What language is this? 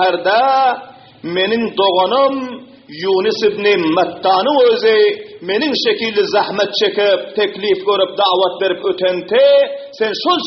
Turkmen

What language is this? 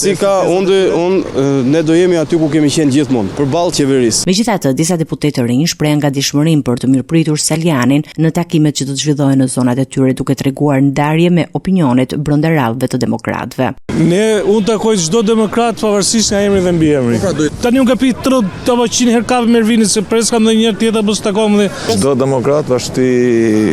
Albanian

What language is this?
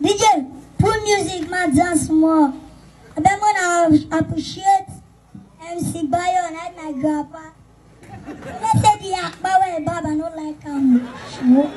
Nigerian Pidgin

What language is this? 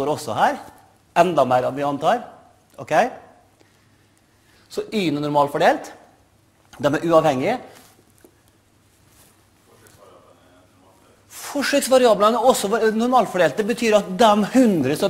Norwegian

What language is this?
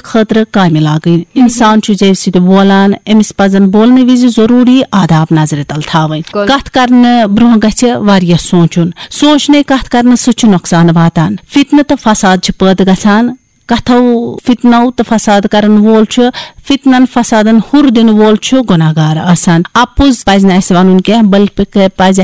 Kashmiri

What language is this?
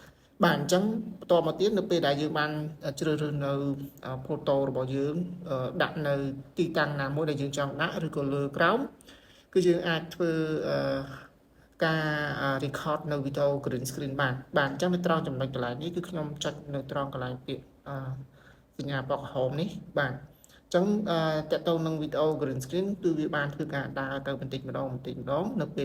Khmer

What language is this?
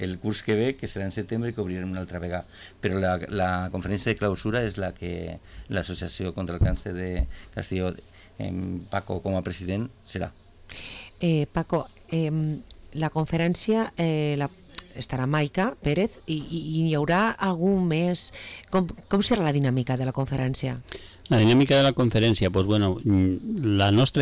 Catalan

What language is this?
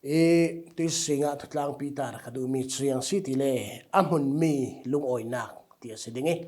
Falam Chin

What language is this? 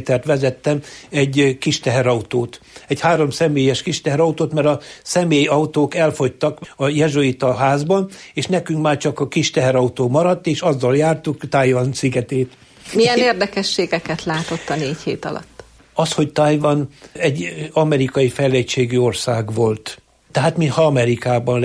Hungarian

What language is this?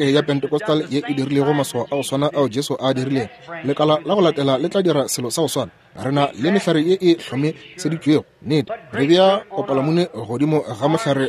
Northern Sotho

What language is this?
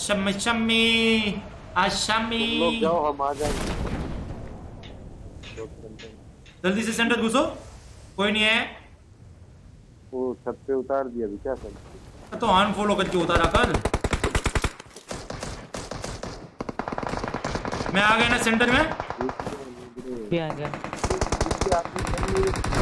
Hindi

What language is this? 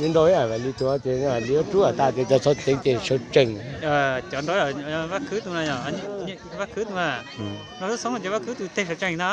Hmong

